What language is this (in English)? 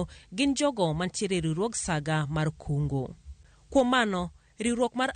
Luo (Kenya and Tanzania)